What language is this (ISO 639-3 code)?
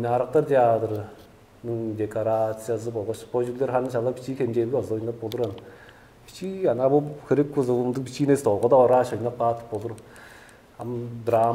tyv